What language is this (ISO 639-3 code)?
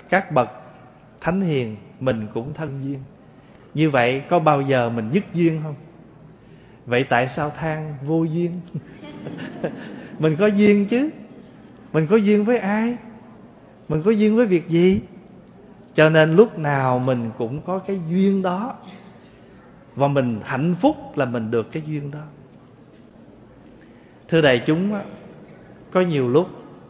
vie